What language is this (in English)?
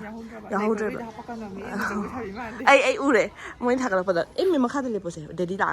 Manipuri